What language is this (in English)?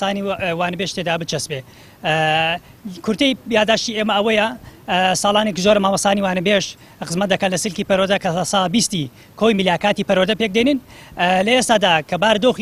Central Kurdish